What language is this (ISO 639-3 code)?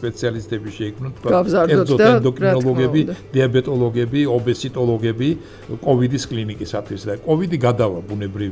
kat